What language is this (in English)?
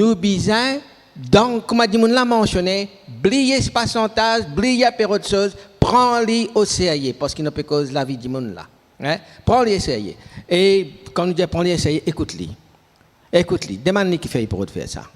Morisyen